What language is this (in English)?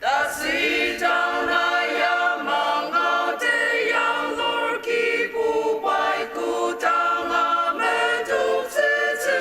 Ao Naga